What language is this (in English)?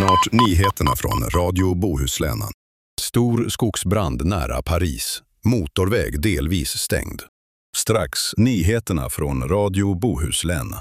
Swedish